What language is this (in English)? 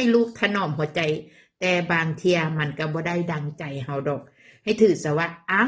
Northeastern Thai